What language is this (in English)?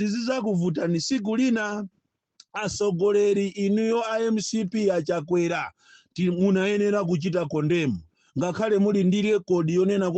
Nyanja